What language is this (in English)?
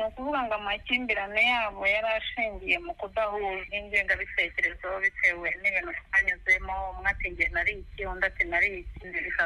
Kinyarwanda